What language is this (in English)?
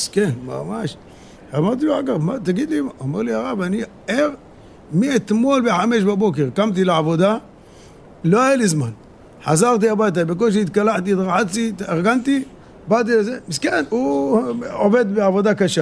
Hebrew